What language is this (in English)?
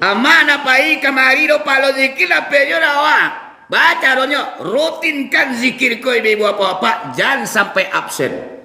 Minangkabau